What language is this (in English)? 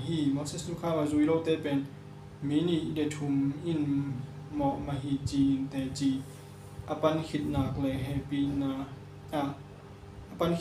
Tedim Chin